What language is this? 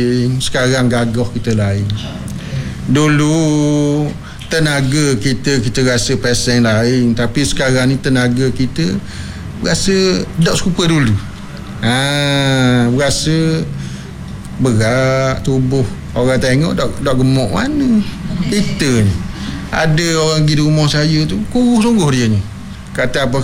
Malay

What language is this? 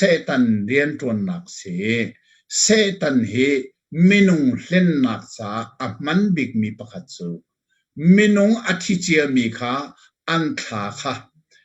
Hakha Chin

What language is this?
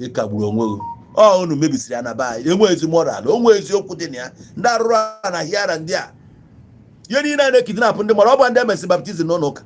Igbo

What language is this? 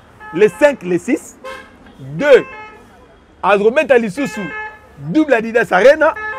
Lingala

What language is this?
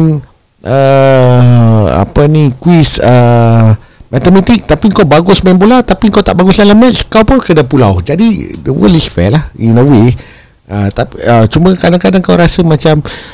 Malay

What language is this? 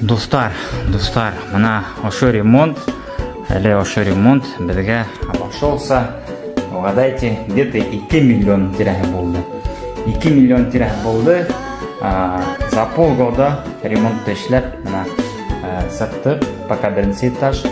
Bashkir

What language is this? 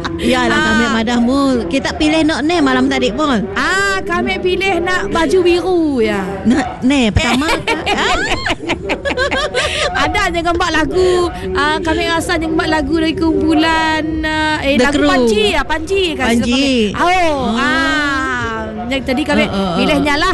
Malay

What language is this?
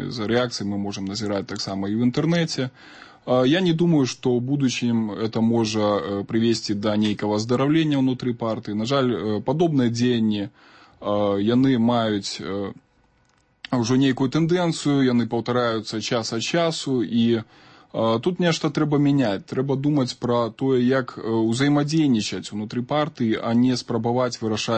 Belarusian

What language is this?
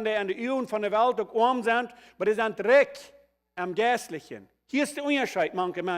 Plautdietsch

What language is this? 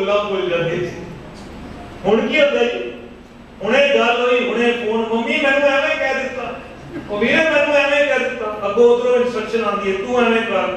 Punjabi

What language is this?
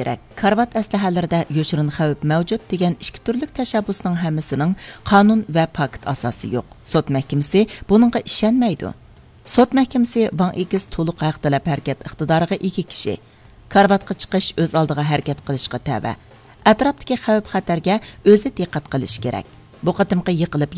Uyghur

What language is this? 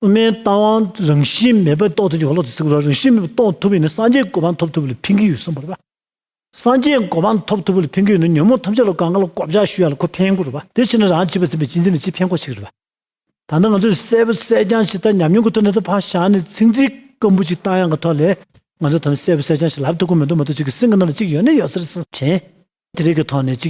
Tibetan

